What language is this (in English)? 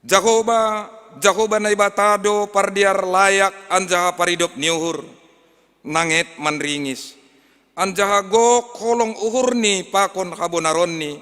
Batak Simalungun